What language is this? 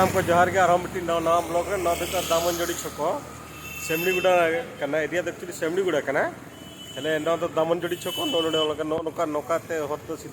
Santali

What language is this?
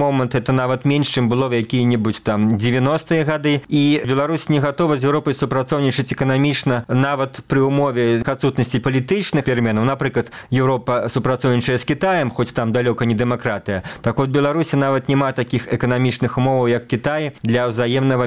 Belarusian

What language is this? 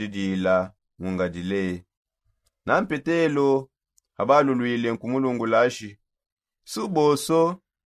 Songe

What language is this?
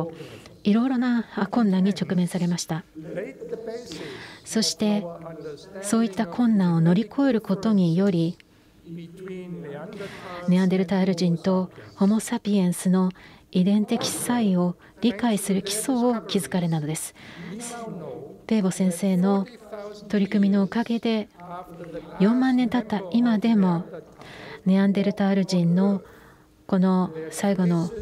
Japanese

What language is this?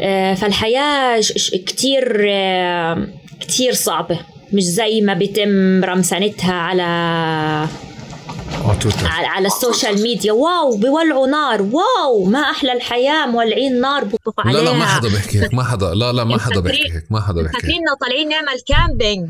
North Levantine Arabic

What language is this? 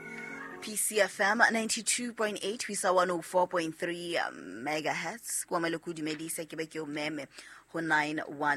Southern Sotho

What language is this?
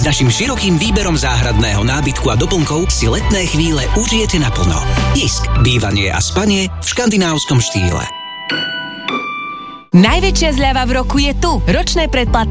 Slovak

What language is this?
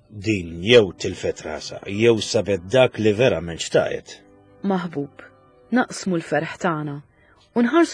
Maltese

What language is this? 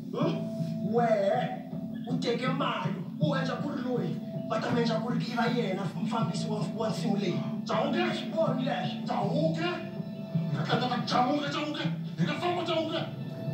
Tsonga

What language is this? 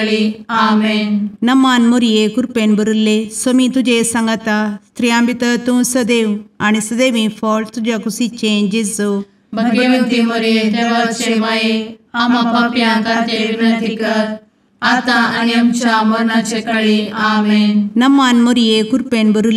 Konkani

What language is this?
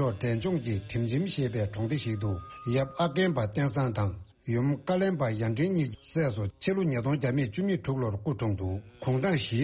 Tibetan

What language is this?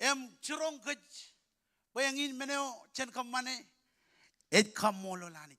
Marshallese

